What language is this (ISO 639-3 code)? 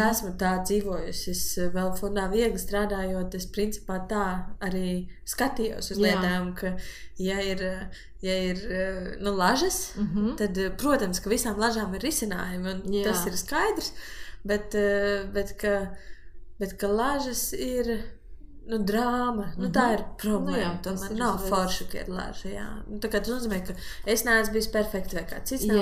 lav